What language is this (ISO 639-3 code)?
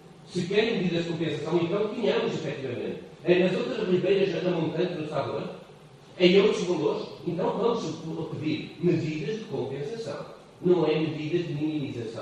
por